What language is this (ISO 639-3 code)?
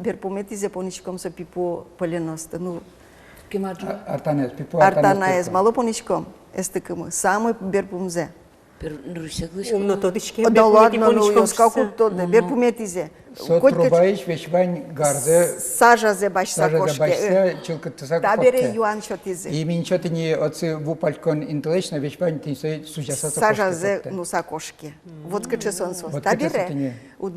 udm